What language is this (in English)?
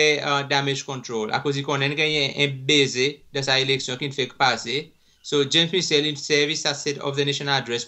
Seselwa Creole French